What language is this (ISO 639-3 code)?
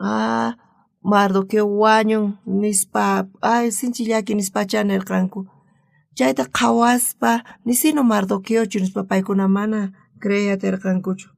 quh